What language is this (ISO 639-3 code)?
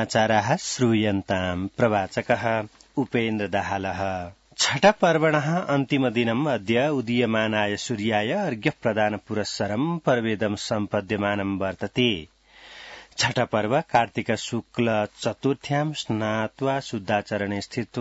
san